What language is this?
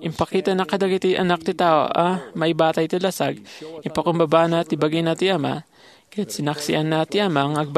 Iloko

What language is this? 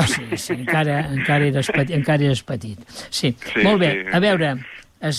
Catalan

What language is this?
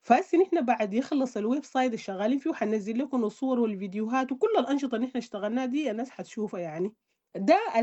Sudanese Arabic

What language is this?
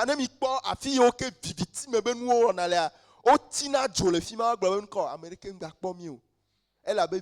Ewe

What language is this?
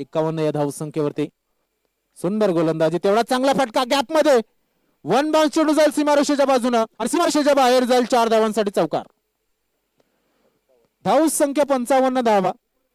Marathi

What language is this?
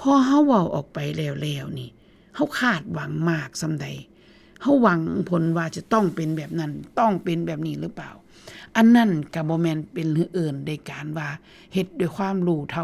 Northeastern Thai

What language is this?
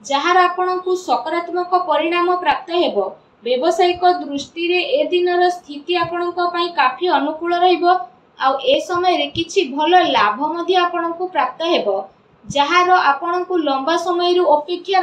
Odia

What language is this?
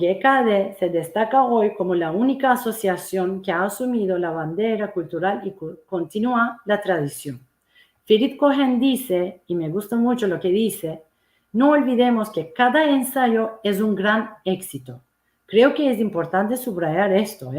Ladino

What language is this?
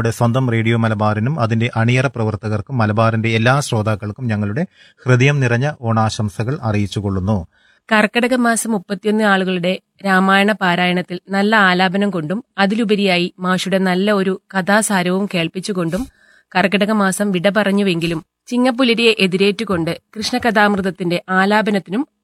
Malayalam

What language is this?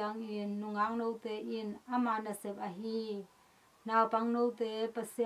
Tedim Chin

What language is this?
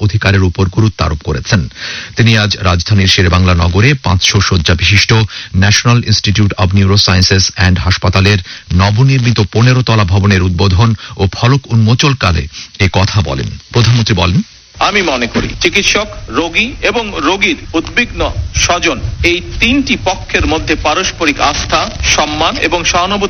Bangla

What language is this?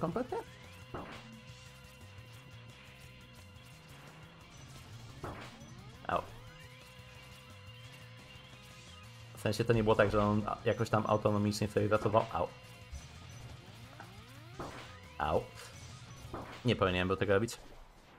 Polish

